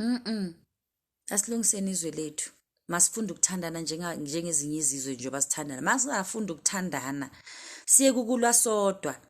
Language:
Zulu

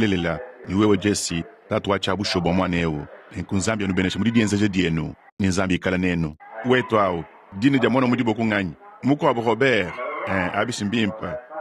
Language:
Luba-Lulua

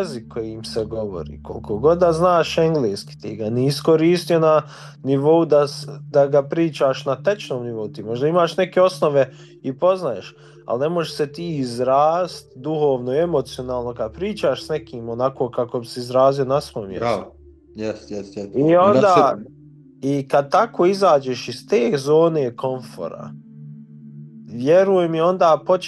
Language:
Bosnian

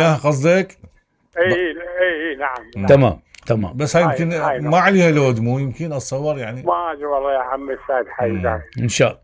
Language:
Mesopotamian Arabic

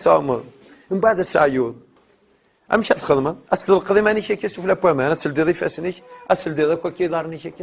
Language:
Kabyle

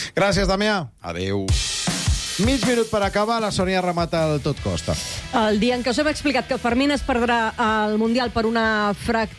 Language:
Catalan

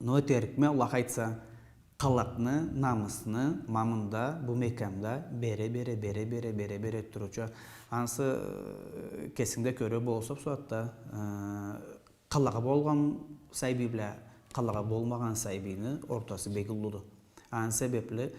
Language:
Karachay-Balkar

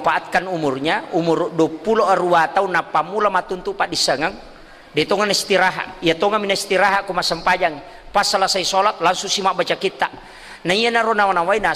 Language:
Buginese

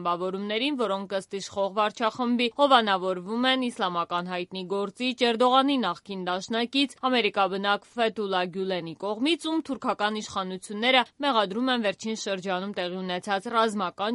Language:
Armenian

